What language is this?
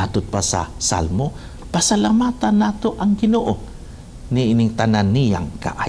Cebuano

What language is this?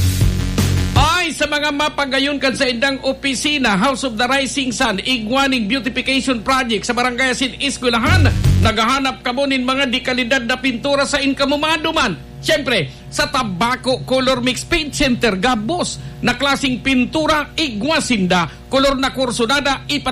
Bikol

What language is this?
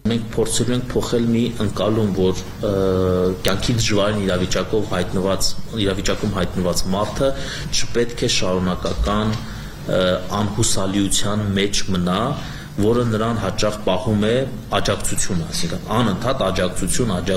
Armenian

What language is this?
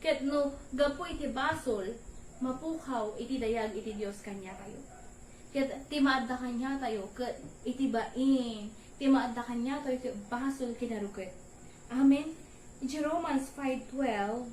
Iloko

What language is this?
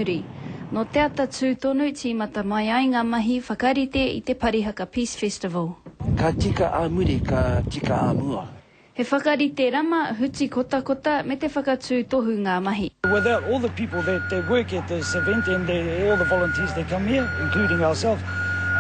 Māori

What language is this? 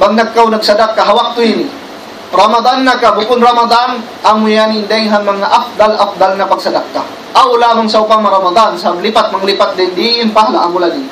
Tausug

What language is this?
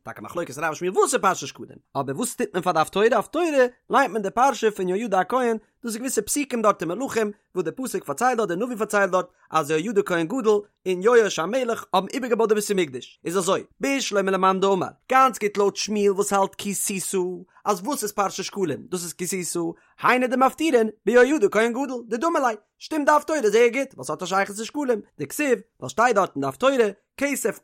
Yiddish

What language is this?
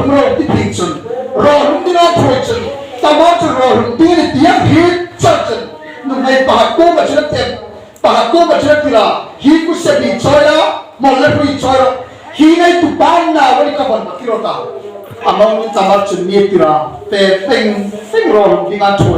Hmar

